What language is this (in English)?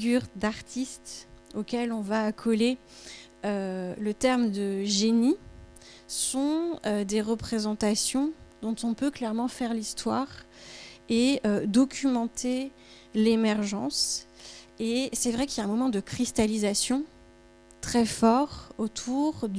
French